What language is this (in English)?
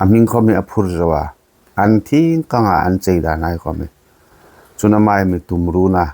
Hmar